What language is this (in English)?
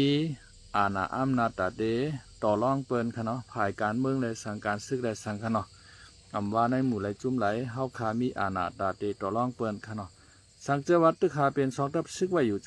Shan